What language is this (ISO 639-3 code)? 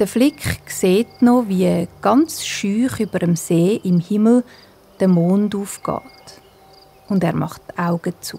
gsw